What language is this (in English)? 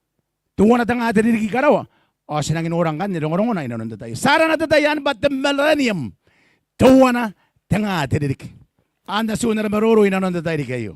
Gilbertese